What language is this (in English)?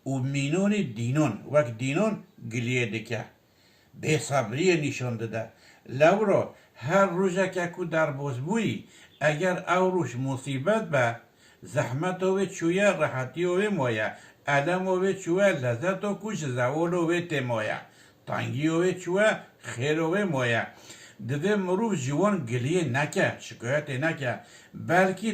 Kurdish